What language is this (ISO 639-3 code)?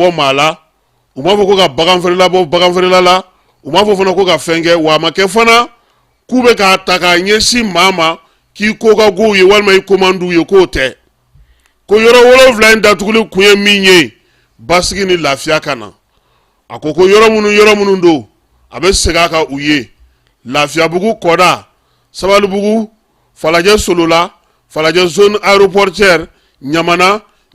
bam